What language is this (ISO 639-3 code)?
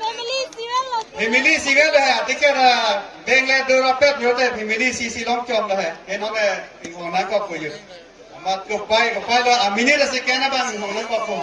mjw